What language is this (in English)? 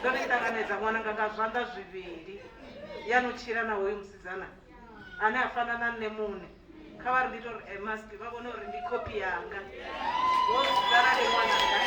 Venda